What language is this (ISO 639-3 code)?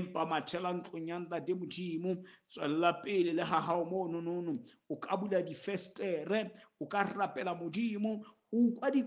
sot